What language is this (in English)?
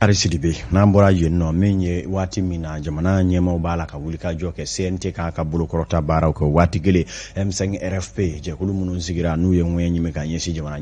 Bambara